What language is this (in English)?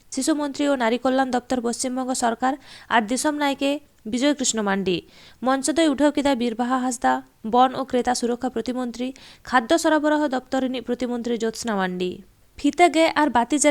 Santali